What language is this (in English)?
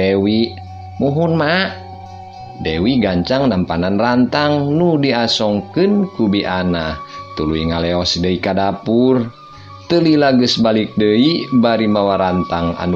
Sundanese